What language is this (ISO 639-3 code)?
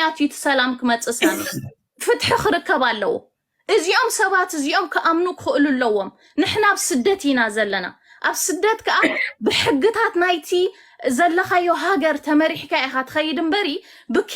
tir